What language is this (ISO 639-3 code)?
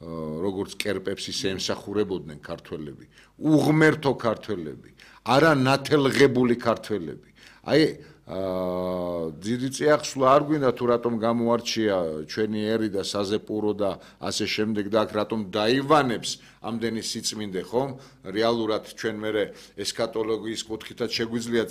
kat